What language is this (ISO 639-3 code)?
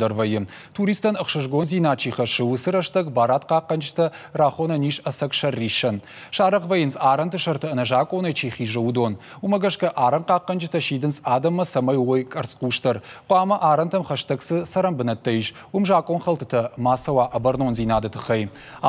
oss